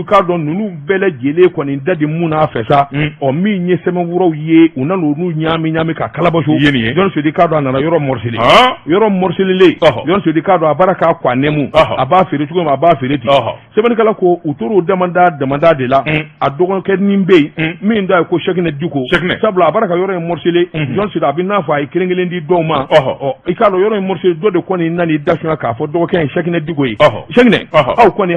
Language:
Bambara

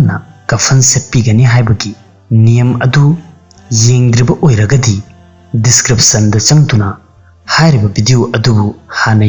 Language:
Manipuri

